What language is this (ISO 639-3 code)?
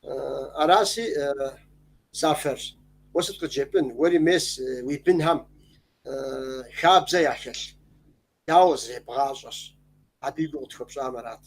kbd